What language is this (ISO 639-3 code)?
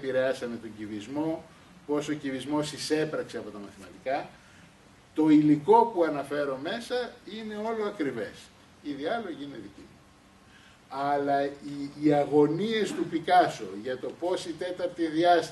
ell